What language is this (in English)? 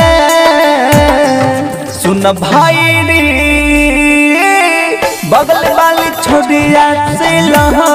Bhojpuri